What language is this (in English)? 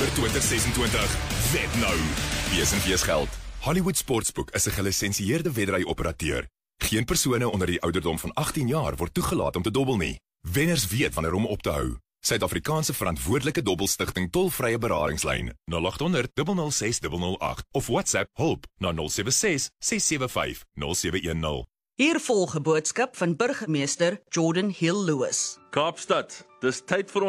Afrikaans